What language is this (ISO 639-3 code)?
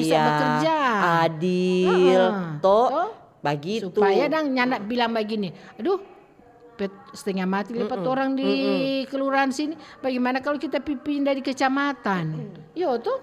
xmm